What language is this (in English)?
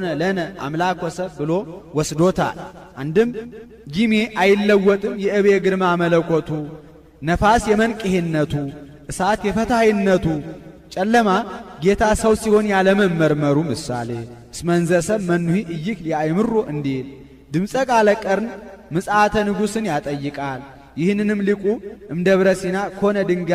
Amharic